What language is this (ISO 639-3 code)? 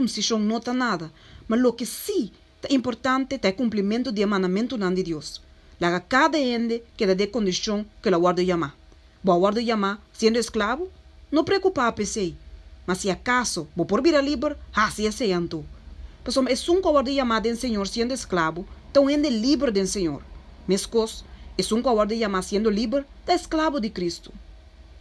pap